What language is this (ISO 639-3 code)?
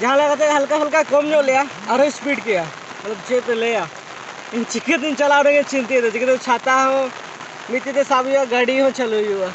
sat